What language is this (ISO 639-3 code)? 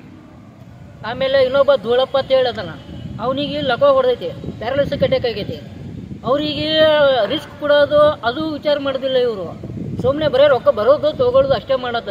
kan